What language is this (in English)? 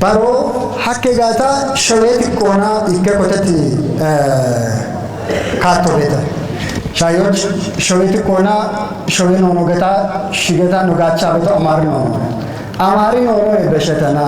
Kafa